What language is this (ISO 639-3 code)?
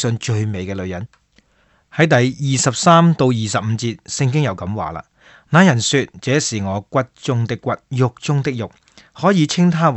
yue